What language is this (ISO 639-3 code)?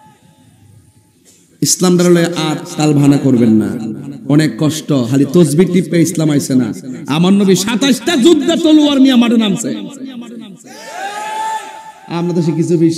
ben